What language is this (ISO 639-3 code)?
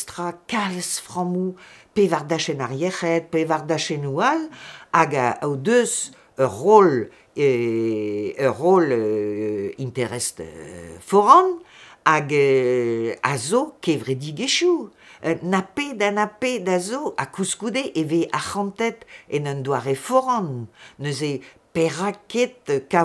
bre